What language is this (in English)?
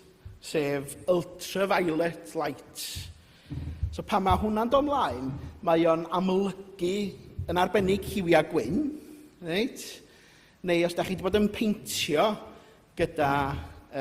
Welsh